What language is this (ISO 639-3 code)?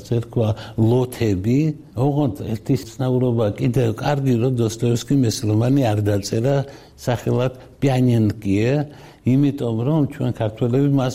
kat